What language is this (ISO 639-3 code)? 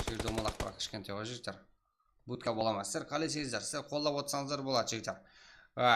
kaa